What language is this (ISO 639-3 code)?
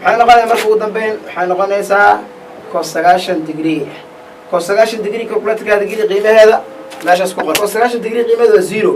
som